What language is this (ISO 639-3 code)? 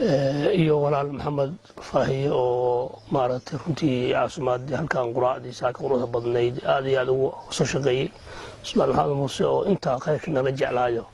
som